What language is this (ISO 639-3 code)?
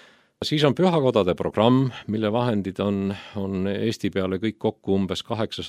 est